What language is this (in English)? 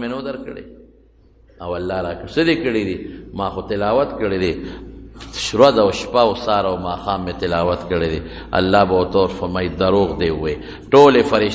Pashto